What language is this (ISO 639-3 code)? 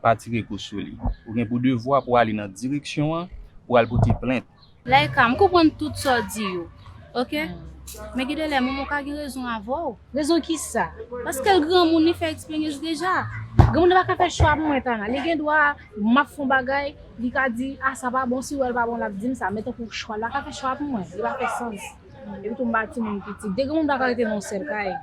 hat